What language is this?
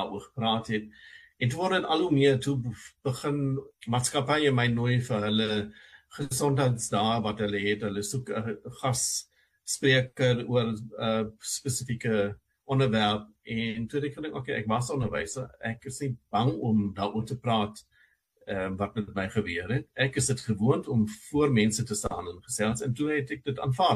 Afrikaans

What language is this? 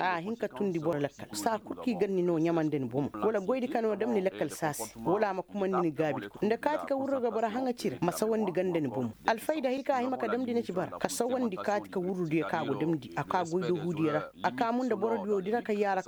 Koyraboro Senni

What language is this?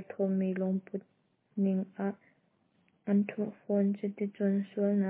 Hakha Chin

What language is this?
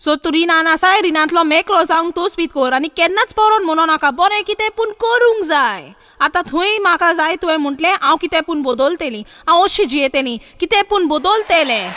Konkani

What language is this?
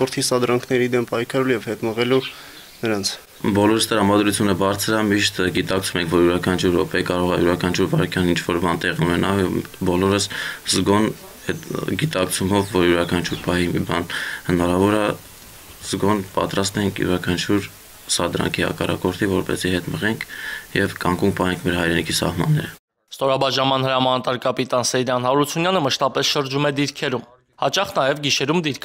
Armenian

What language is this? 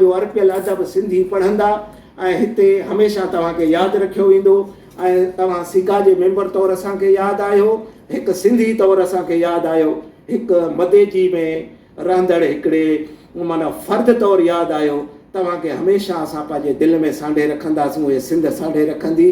Sindhi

